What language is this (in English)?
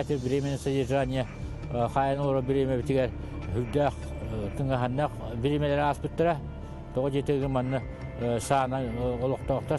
Yakut